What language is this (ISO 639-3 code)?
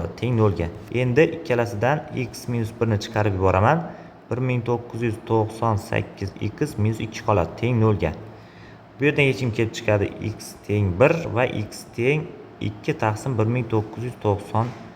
uzb